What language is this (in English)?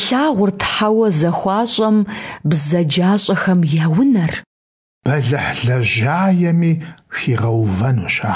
Kabardian